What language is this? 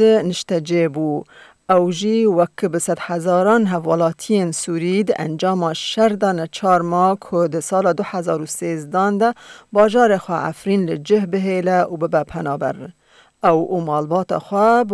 Kurdish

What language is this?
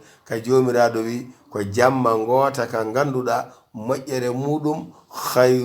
Fula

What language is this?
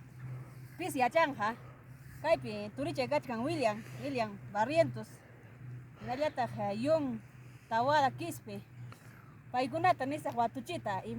Ayacucho Quechua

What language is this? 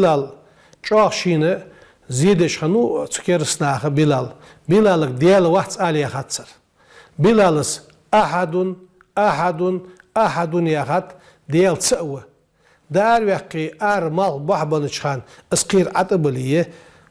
Ingush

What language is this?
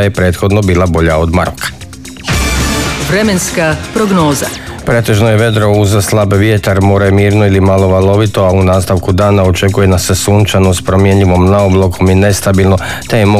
Croatian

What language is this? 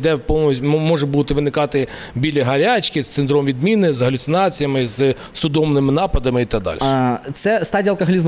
Ukrainian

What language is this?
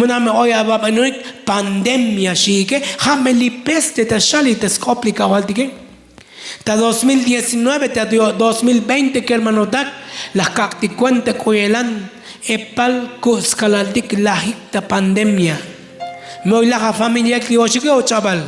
Tzotzil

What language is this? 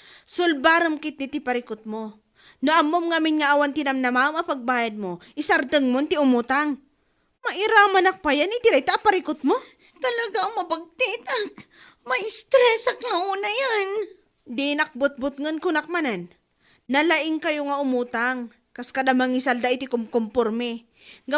Iloko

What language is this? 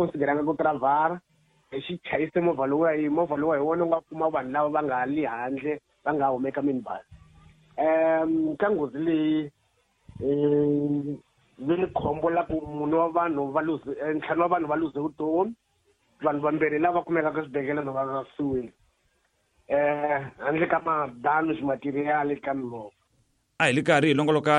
Tsonga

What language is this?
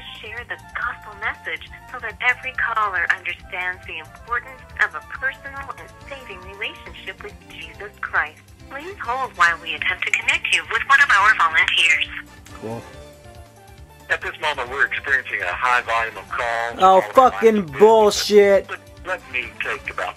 English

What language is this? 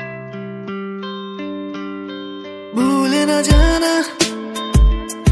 Bangla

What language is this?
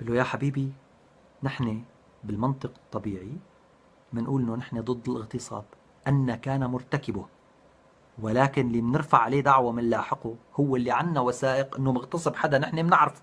North Levantine Arabic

